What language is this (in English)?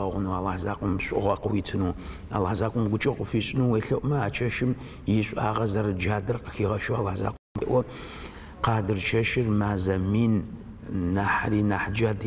Adyghe